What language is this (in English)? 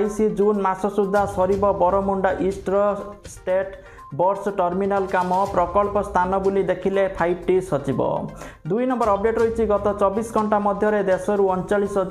Odia